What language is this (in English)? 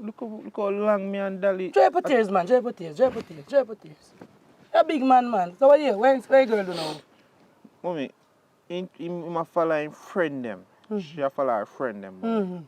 Jamaican Creole English